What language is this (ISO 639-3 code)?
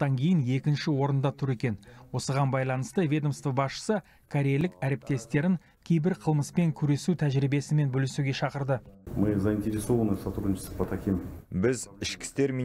kaz